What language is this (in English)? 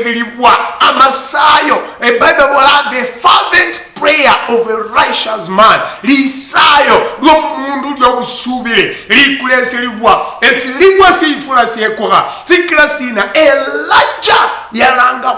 Luyia